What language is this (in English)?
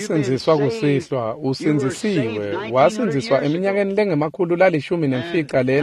Swati